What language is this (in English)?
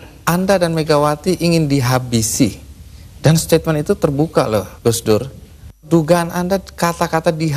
Indonesian